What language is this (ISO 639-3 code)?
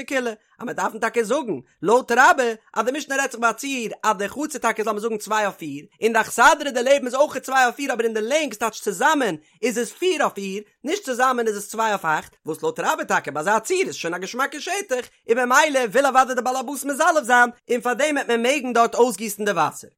yid